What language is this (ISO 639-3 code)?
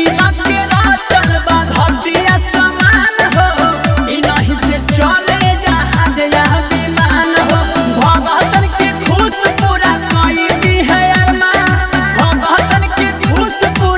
bho